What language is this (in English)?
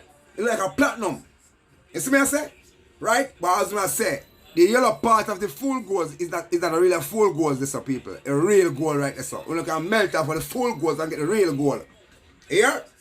Jamaican Creole English